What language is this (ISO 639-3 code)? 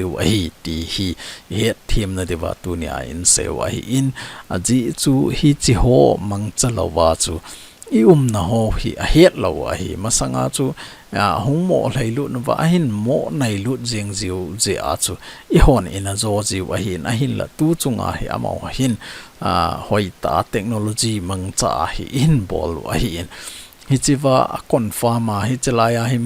tcz